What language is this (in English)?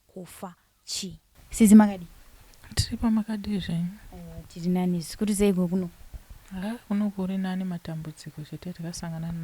Shona